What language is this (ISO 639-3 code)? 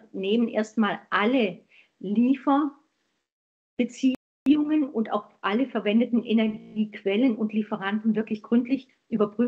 deu